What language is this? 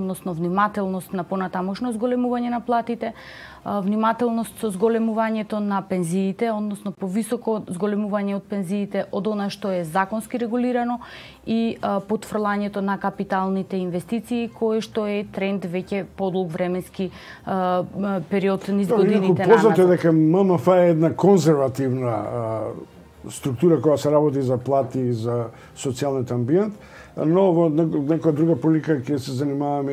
Macedonian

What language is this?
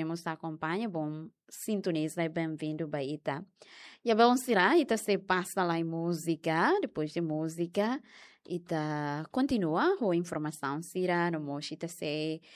Tetum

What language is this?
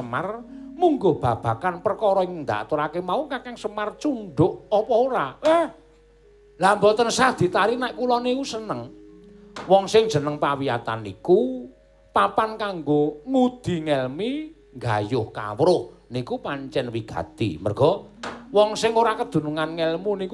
Javanese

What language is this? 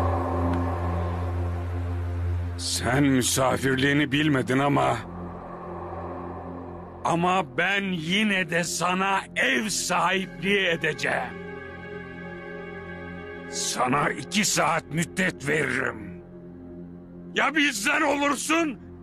Turkish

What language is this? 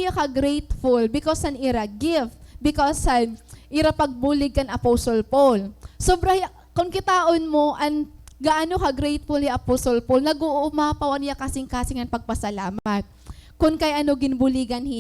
Waray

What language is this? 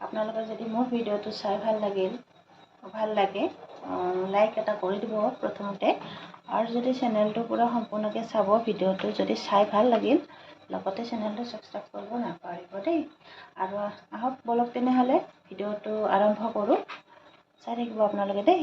Assamese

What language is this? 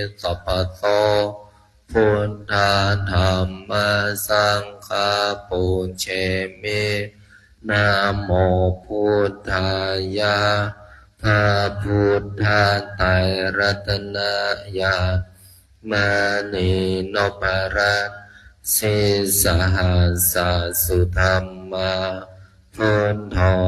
Pali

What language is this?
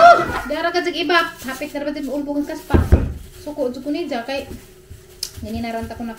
Cebuano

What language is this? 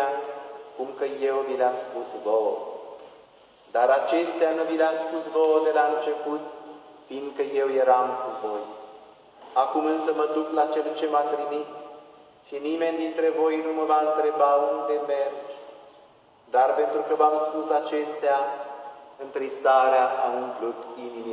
Romanian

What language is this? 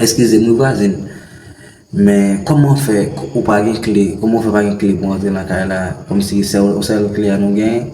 Haitian Creole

